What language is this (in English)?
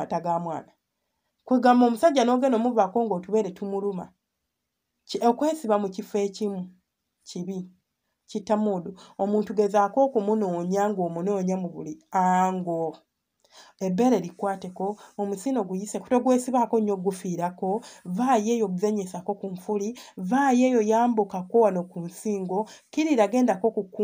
Ganda